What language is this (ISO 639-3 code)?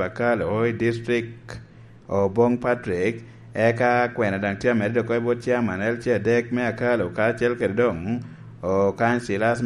laj